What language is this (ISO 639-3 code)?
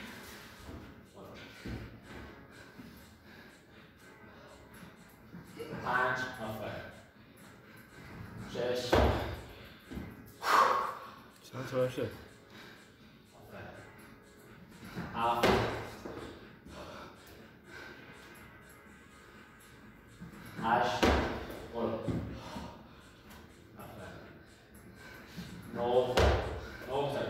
fas